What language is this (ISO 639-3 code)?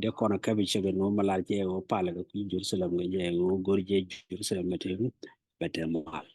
nus